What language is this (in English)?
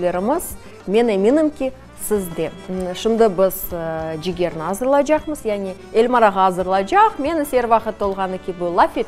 Crimean Tatar